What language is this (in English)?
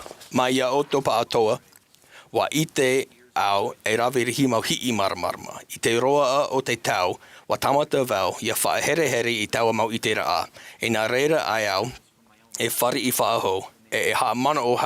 Tahitian